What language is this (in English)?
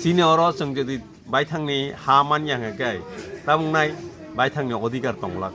Kok Borok